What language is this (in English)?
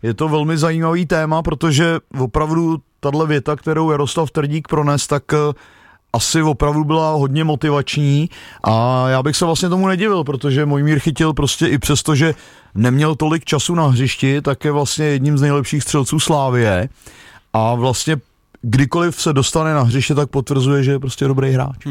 Czech